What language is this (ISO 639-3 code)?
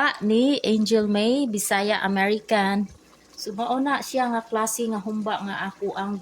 ceb